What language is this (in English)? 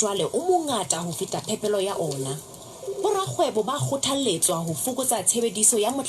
Southern Sotho